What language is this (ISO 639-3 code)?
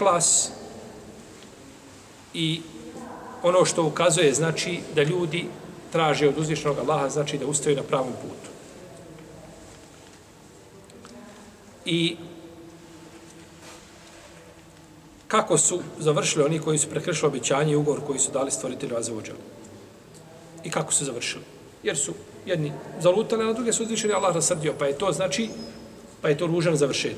bos